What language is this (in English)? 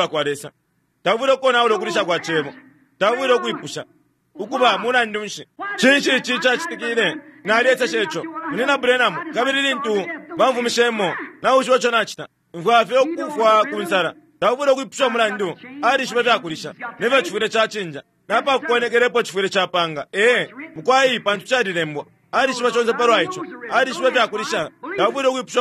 Bemba